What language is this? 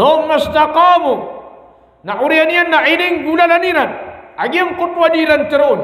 Maranao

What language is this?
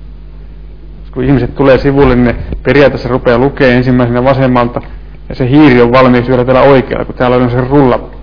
Finnish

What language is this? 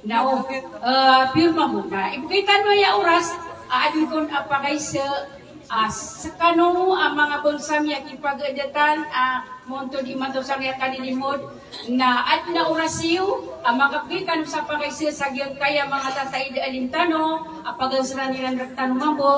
Maranao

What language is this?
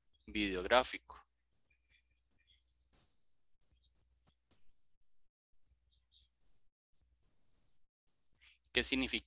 Spanish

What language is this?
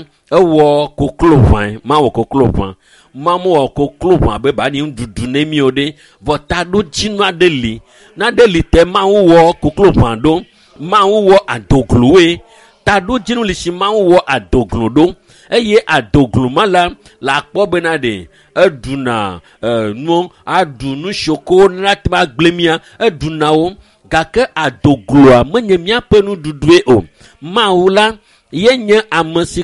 Ewe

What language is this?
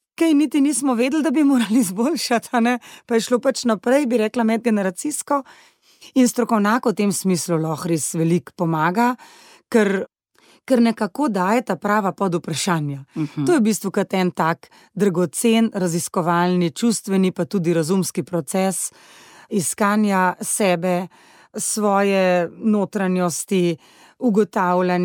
Slovenian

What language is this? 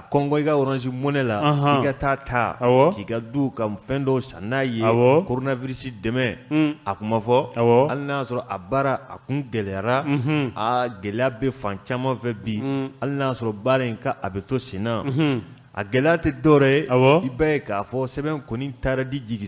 Bambara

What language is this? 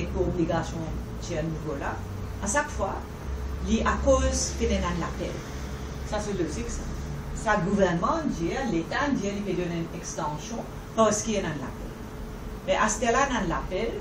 Morisyen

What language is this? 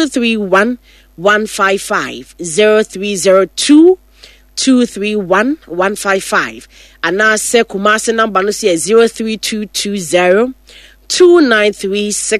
Akan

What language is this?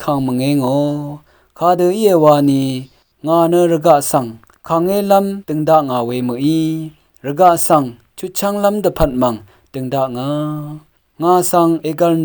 Rawang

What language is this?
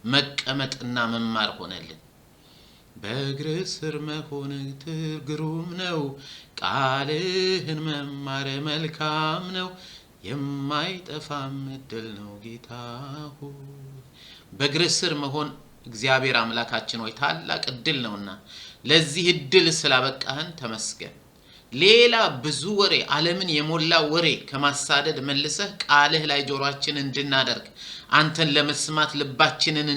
Amharic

